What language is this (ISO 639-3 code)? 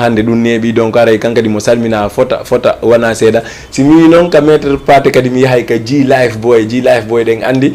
ful